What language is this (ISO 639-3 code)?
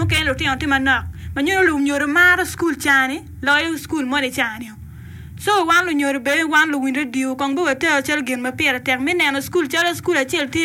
ach